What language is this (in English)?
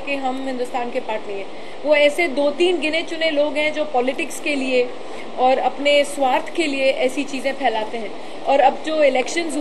Hindi